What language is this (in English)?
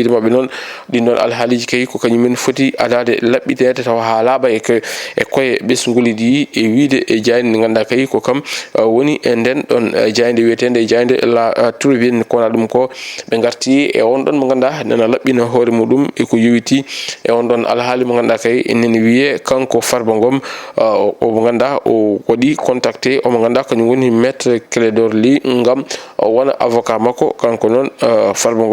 Fula